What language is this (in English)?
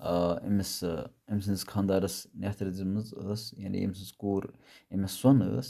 Kashmiri